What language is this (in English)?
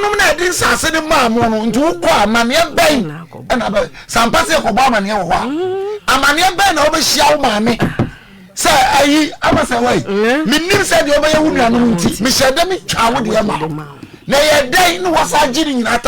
Akan